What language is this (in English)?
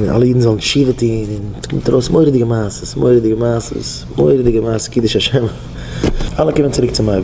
Yiddish